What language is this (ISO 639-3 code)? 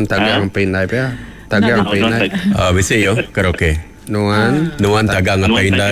iba